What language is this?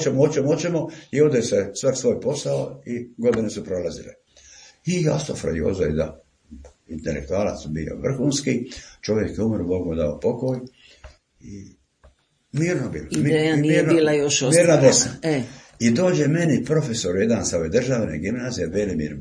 Croatian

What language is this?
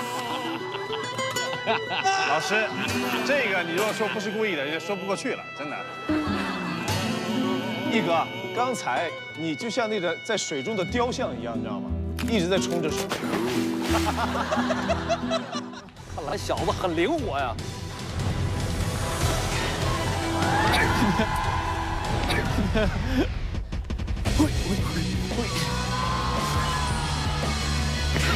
Chinese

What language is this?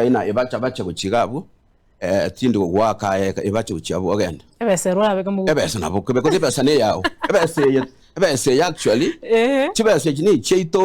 Gusii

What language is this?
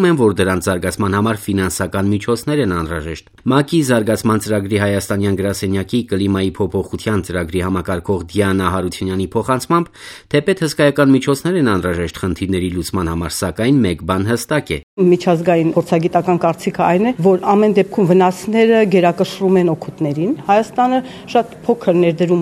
Armenian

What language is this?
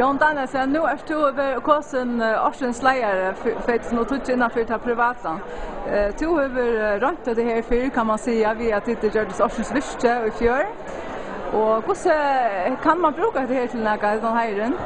Faroese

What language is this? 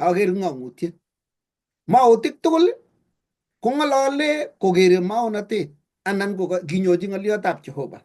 Kalenjin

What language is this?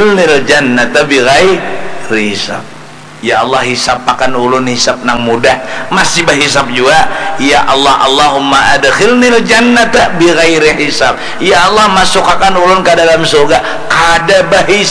Banjar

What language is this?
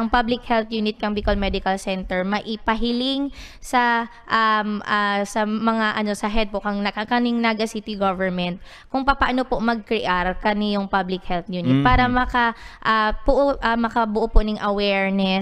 Bikol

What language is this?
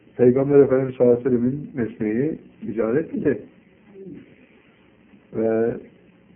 Turkish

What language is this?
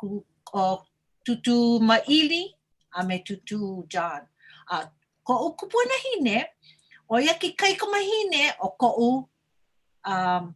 Hawaiian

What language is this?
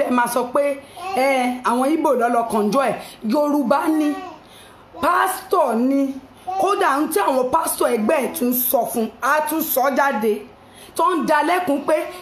Yoruba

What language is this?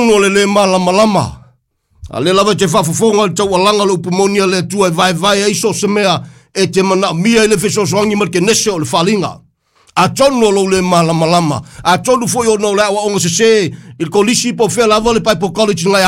Samoan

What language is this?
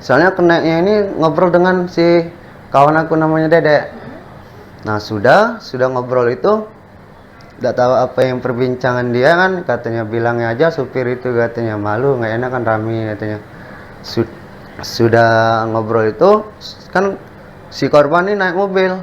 Musi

